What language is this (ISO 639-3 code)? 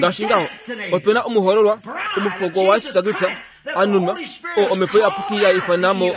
kua